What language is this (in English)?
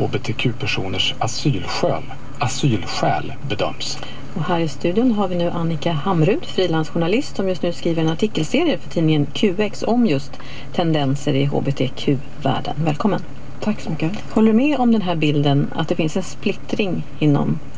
Swedish